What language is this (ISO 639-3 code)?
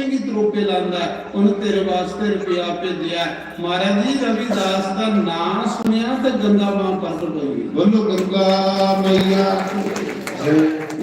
doi